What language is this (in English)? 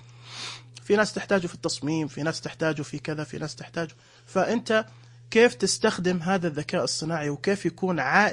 Najdi Arabic